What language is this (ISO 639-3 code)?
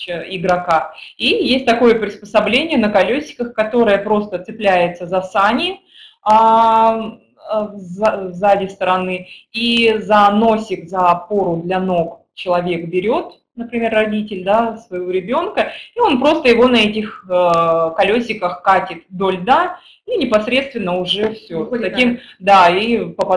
rus